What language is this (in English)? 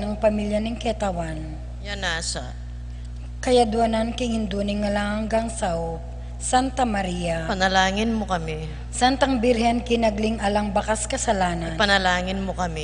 Pampanga